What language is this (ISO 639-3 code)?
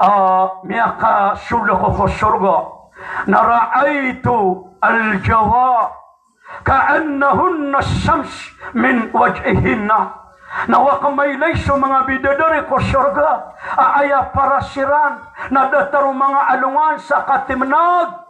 mrw